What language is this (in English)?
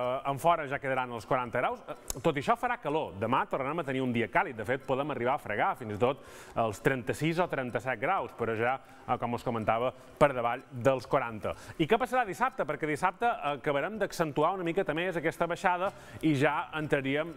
Catalan